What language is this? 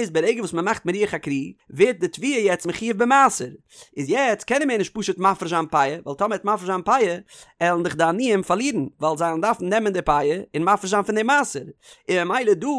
Yiddish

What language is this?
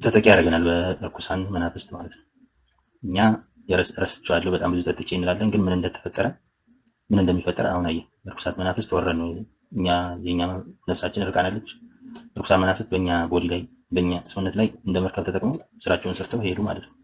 Amharic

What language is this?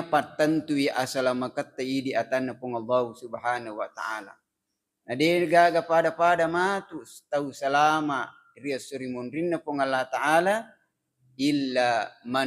Buginese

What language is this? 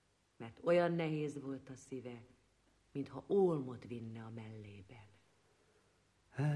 Hungarian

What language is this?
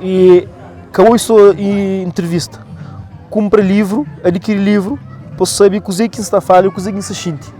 Kabuverdianu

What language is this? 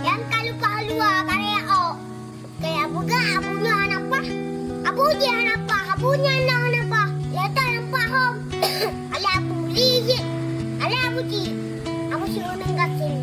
Achinese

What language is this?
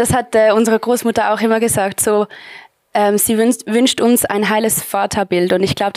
Swiss German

